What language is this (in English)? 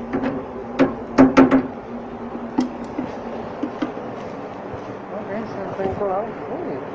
Filipino